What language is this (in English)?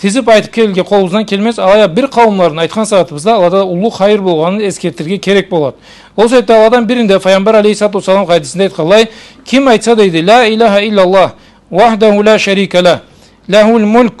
Karachay-Balkar